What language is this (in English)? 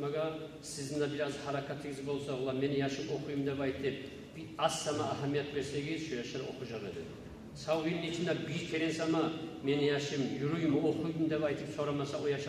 Kumyk